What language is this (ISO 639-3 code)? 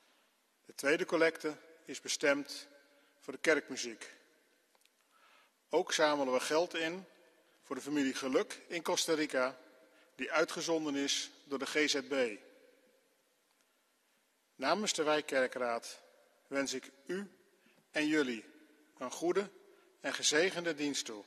nld